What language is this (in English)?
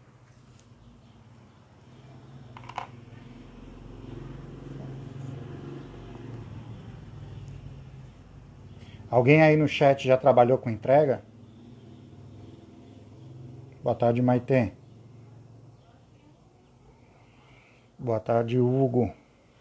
Portuguese